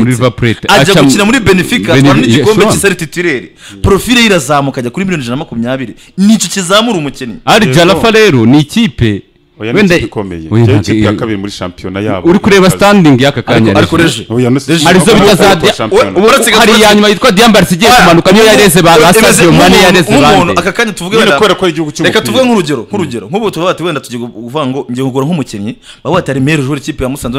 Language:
Kinyarwanda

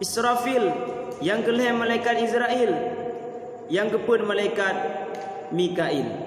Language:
Achinese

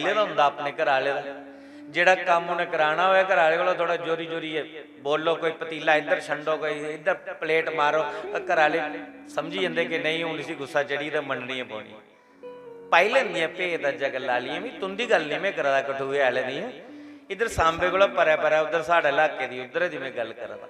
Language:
Dogri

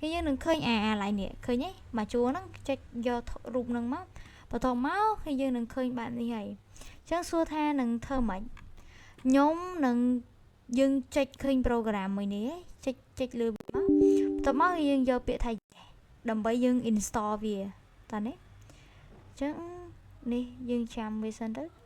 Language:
Khmer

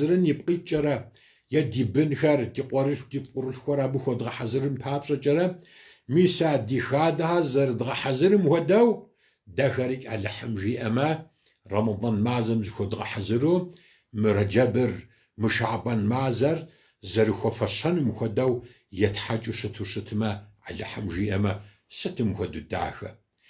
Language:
Kabardian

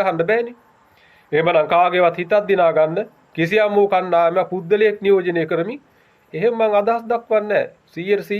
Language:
Sinhala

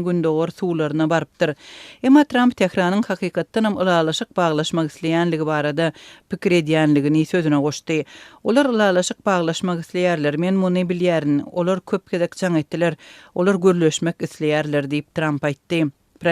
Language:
Turkmen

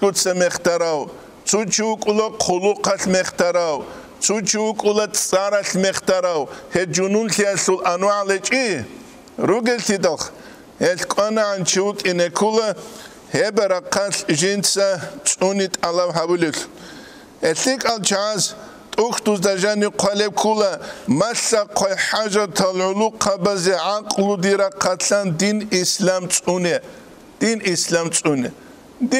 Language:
Avaric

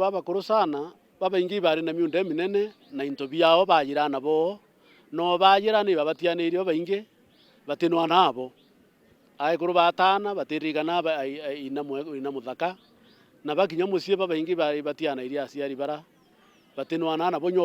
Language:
Meru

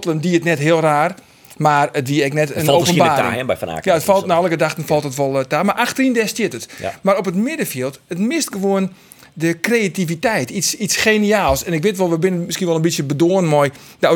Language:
Western Frisian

